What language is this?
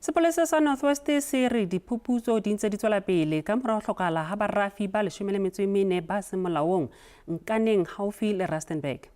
Southern Sotho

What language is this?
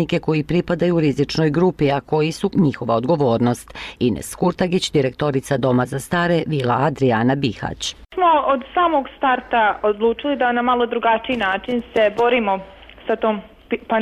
Bosnian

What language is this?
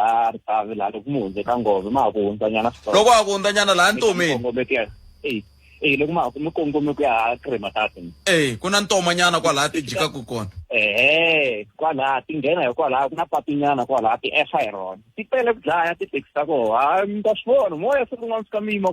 Tsonga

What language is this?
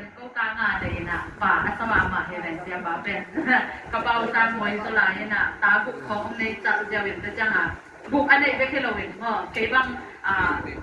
Tedim Chin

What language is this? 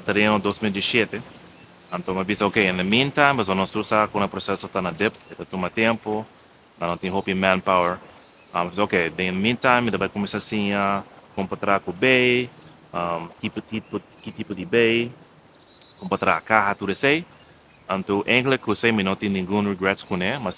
Papiamento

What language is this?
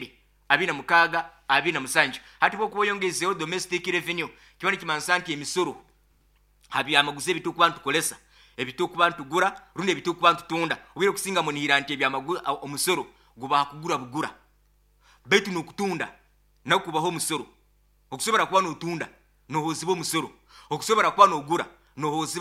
Nyoro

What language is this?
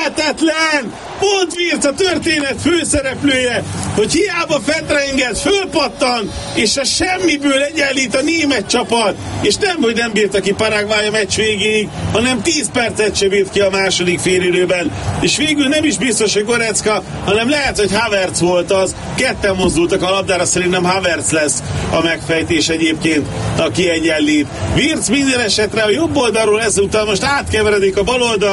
Hungarian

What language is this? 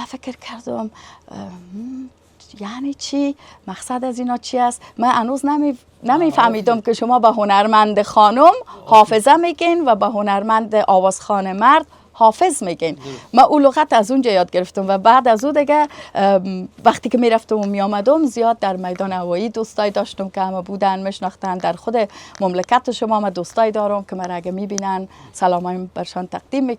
Persian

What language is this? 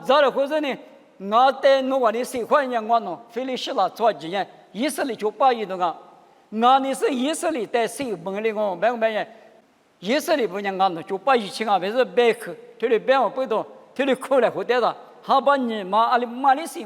Lisu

